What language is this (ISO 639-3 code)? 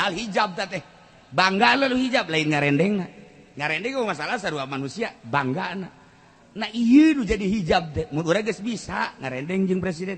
sun